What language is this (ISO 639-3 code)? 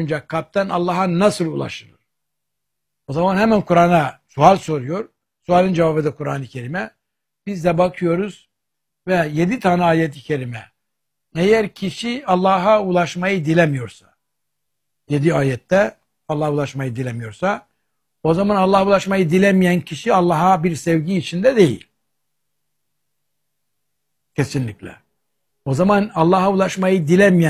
tur